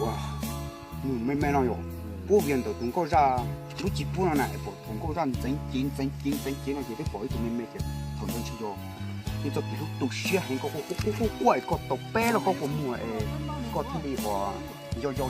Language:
Hmong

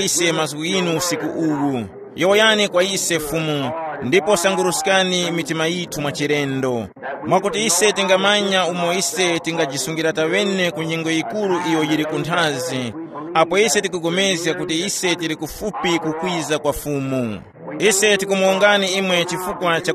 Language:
Tumbuka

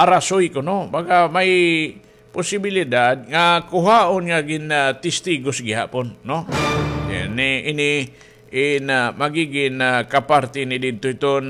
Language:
Waray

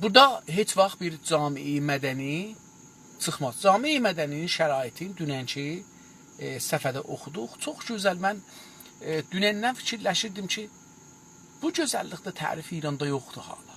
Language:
South Azerbaijani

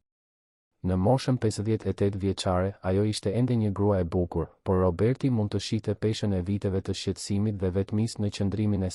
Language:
Albanian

